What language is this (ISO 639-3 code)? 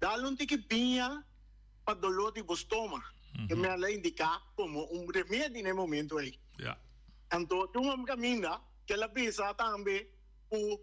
pap